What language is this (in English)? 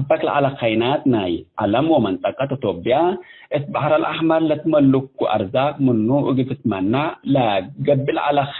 Tigre